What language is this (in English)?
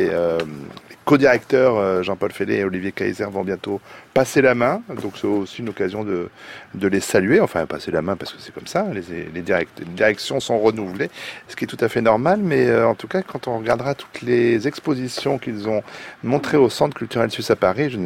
French